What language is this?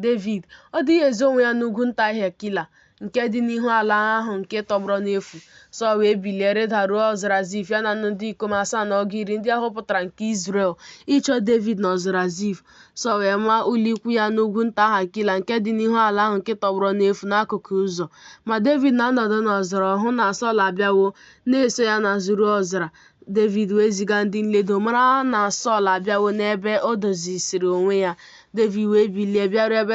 Igbo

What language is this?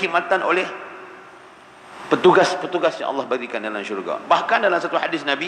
Malay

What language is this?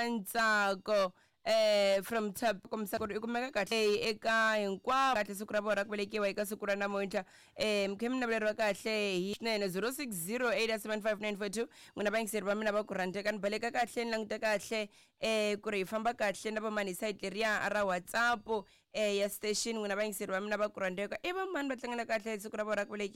Tsonga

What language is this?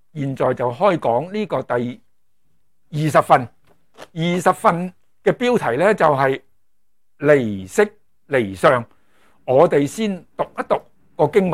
Cantonese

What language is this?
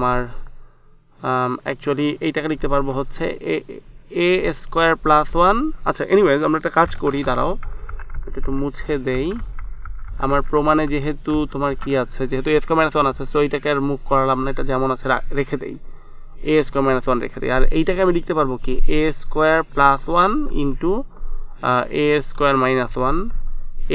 Bangla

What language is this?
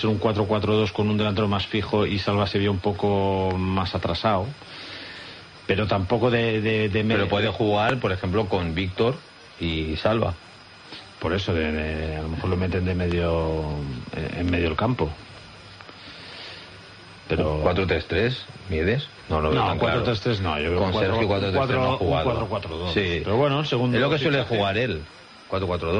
Spanish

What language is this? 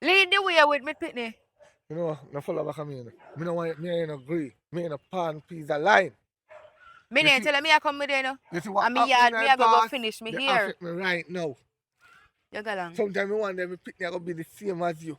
Jamaican Creole English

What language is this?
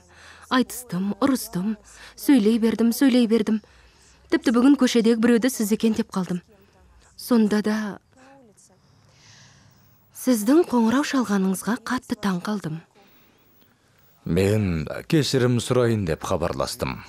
Kazakh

